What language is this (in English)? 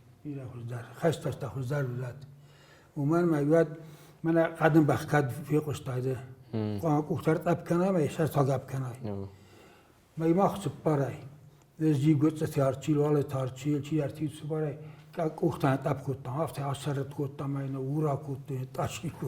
Ossetic